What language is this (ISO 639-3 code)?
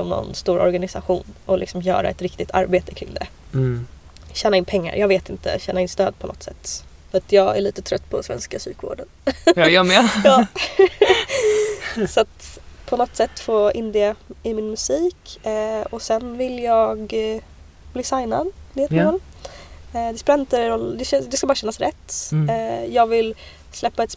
swe